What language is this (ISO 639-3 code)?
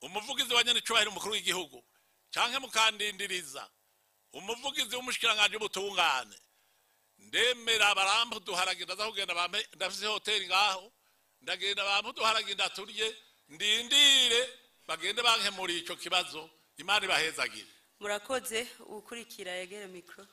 run